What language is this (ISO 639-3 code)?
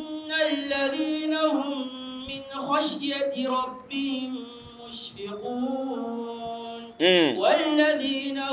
dag